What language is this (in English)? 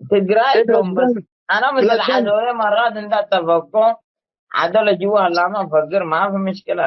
Tigre